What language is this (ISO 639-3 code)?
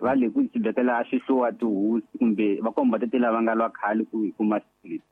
tso